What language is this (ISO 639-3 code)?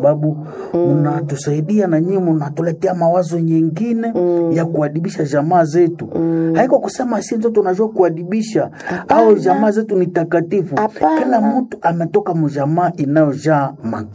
swa